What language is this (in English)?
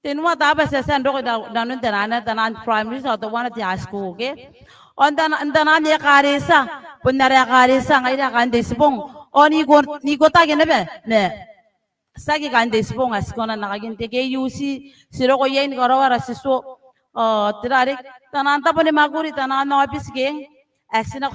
Gilbertese